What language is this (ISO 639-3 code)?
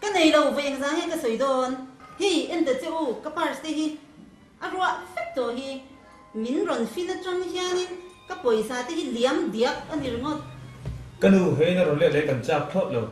lus